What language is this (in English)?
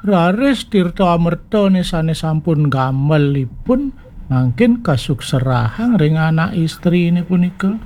Balinese